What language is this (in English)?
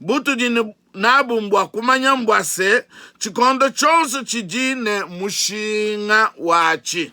Luba-Lulua